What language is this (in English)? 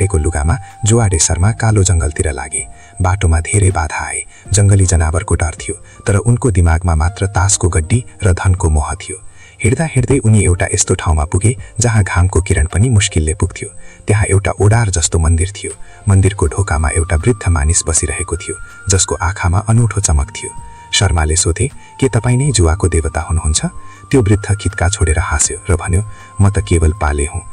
Nepali